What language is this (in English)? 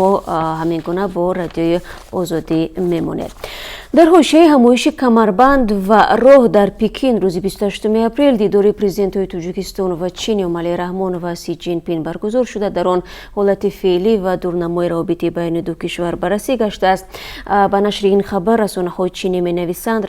Tajik